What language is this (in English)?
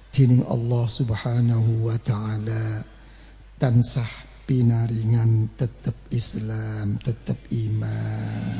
Javanese